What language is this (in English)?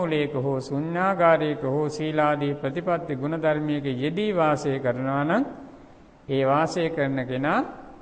Sinhala